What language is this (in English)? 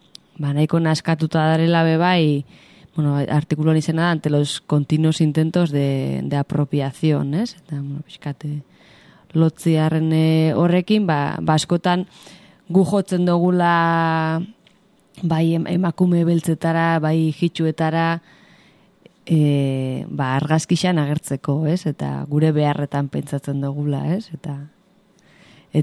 Basque